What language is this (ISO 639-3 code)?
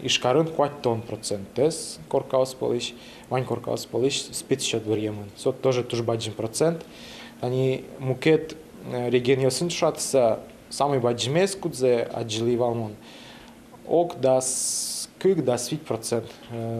udm